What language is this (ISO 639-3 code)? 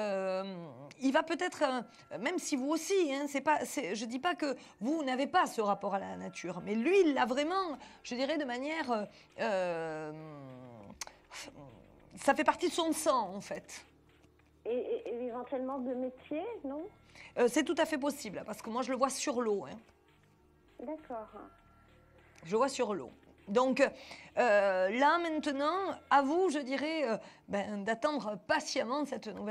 fra